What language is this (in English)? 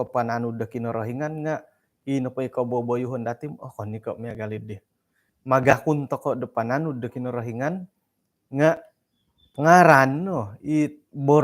Central Dusun